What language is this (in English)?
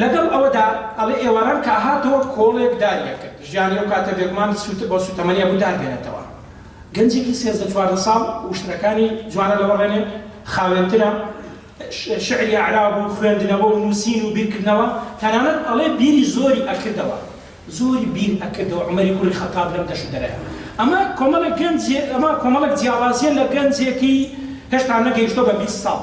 Central Kurdish